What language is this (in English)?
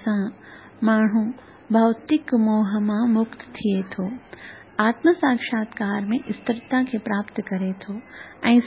Sindhi